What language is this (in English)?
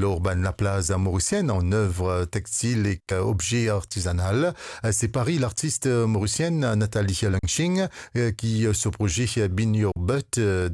Morisyen